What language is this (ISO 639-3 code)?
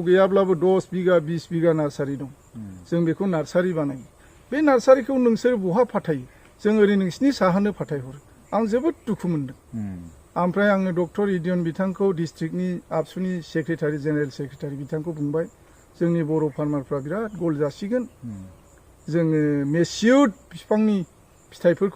brx